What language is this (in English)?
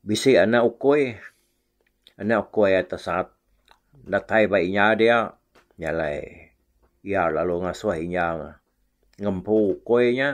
Iban